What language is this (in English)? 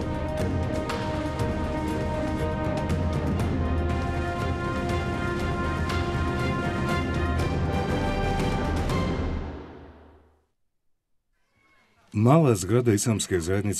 Bosnian